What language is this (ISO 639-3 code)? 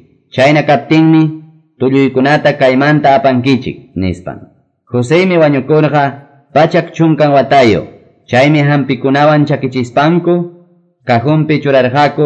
que